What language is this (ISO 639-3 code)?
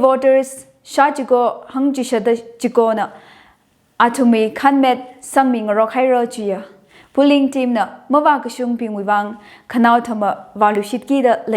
nmf